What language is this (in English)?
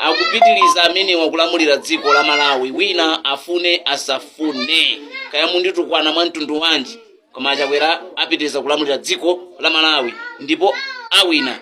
Nyanja